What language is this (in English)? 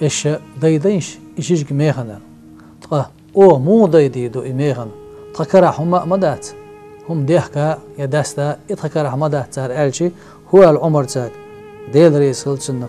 Chechen